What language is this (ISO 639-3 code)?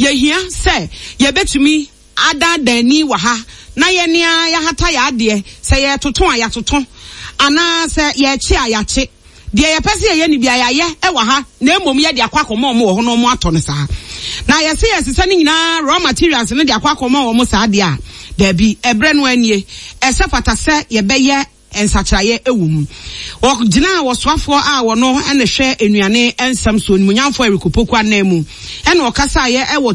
aka